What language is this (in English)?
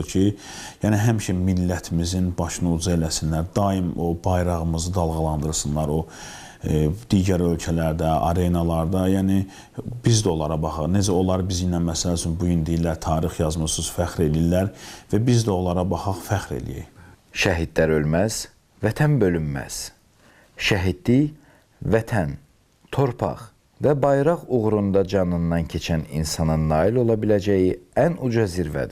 Azerbaijani